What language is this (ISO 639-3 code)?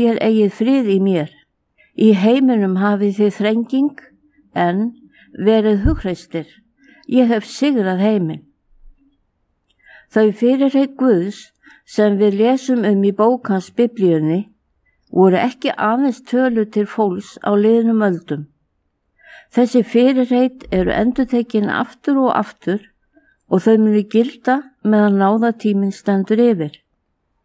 isl